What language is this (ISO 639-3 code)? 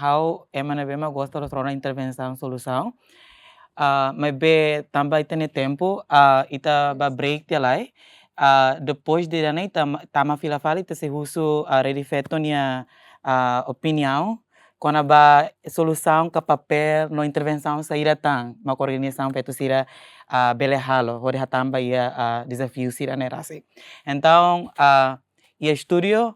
tet